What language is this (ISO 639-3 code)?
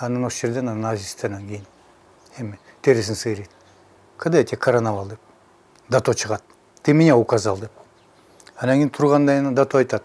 kir